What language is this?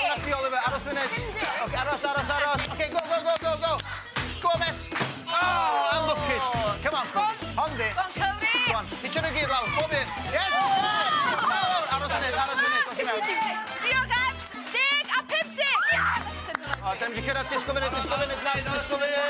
Welsh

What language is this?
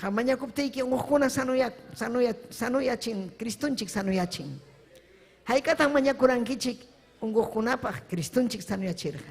Ayacucho Quechua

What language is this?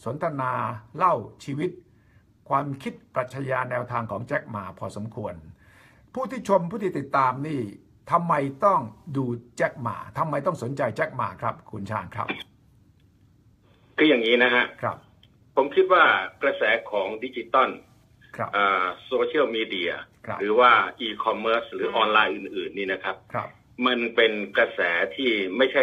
Thai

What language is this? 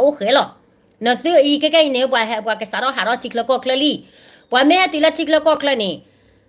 S'gaw Karen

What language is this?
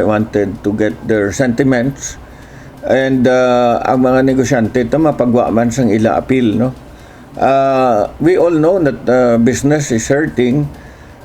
Hiligaynon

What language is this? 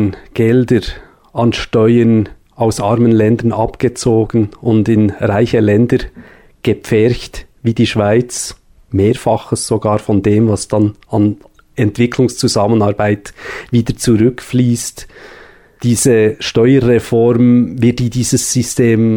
German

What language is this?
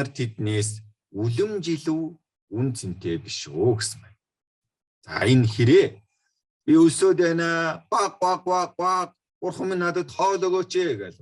Mongolian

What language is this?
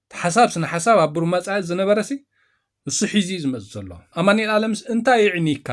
Tigrinya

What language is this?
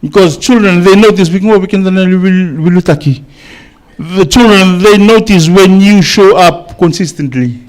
Fijian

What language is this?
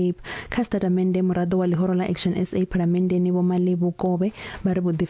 Venda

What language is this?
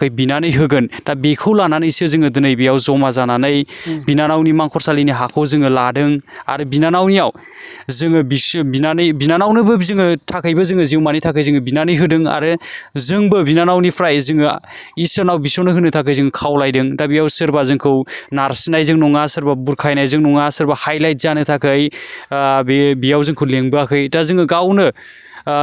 Bodo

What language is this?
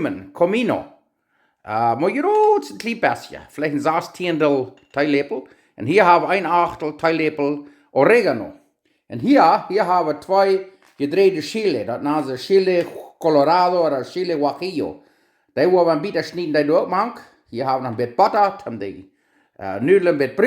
Plautdietsch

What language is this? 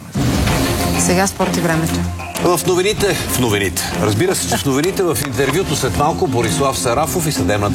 Bulgarian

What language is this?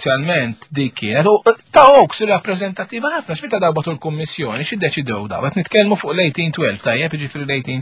Maltese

